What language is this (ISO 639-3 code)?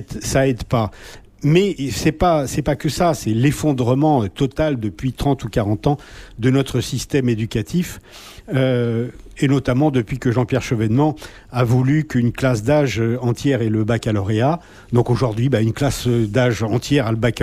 fra